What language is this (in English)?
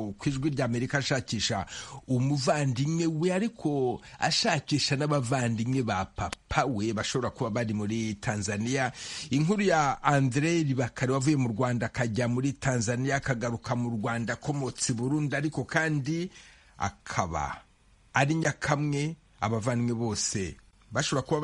Kinyarwanda